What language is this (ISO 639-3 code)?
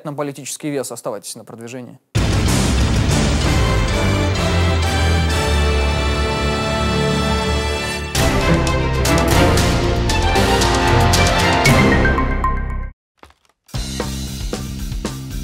rus